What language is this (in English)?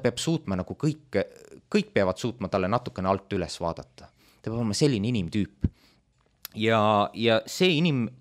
Estonian